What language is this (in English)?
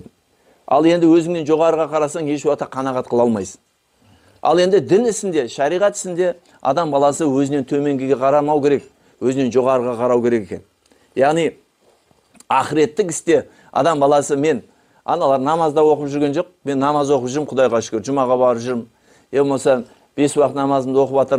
Kazakh